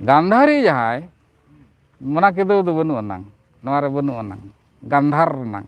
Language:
Santali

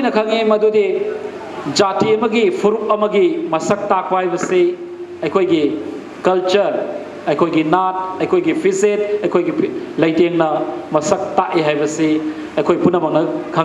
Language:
Manipuri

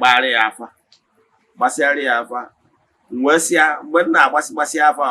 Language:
Igbo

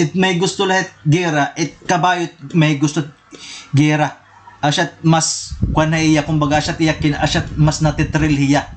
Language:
Waray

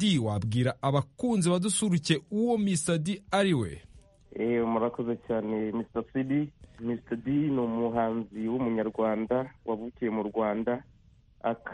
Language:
Kinyarwanda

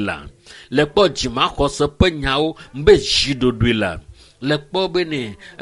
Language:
Ewe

